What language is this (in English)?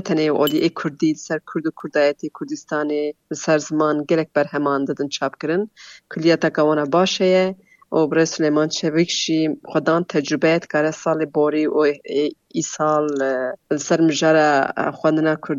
Kurdish